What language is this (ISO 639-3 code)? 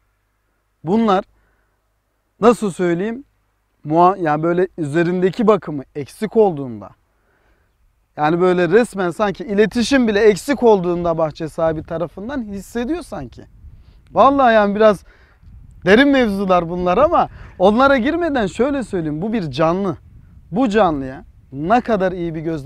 tur